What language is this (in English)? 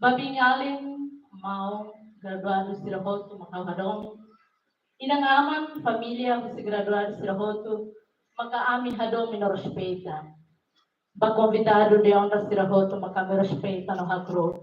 Tetum